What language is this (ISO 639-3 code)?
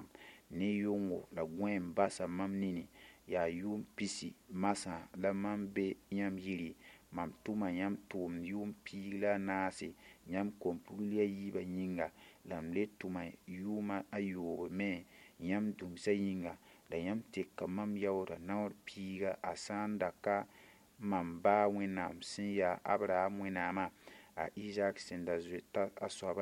mos